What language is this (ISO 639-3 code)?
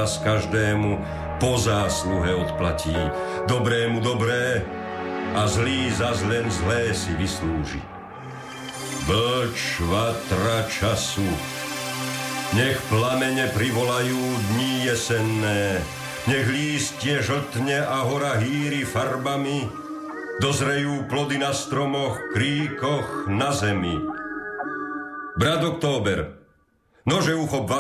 slk